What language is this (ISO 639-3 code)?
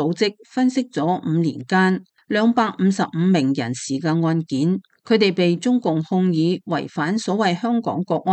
yue